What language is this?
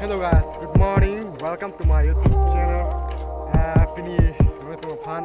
Karbi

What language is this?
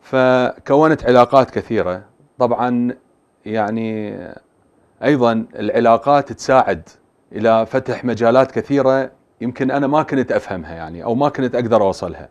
Mesopotamian Arabic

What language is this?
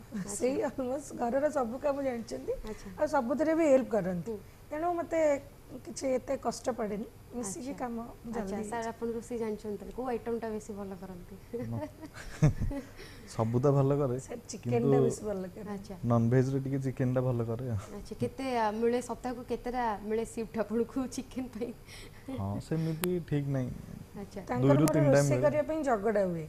Odia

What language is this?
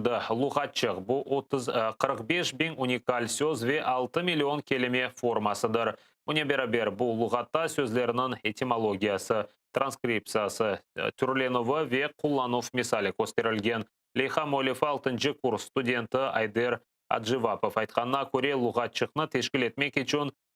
Crimean Tatar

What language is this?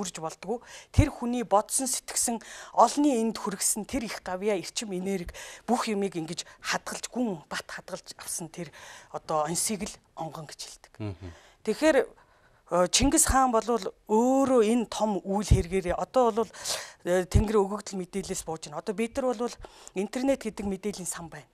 Mongolian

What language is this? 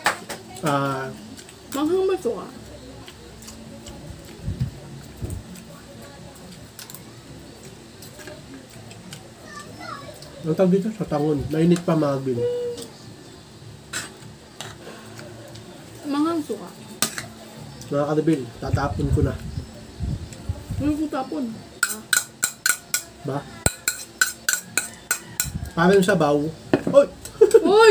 Filipino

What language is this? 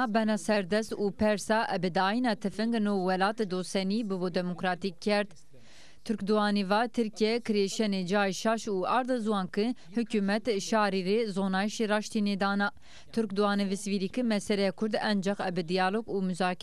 Zaza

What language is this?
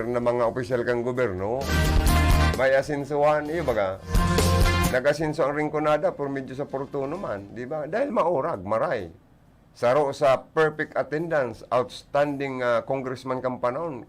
Bikol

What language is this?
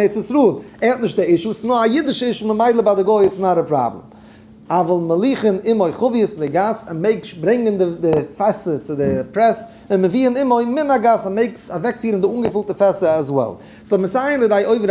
Yiddish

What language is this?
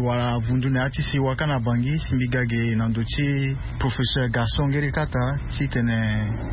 Sango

